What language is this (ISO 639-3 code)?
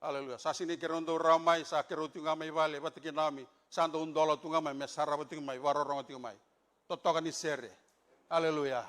fij